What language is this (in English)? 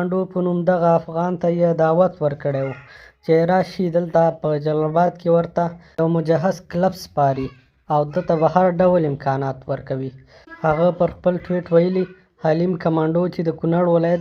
Pashto